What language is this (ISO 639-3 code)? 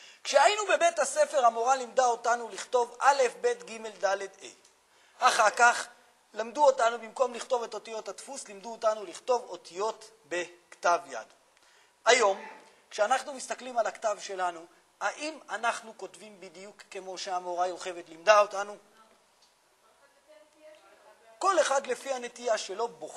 heb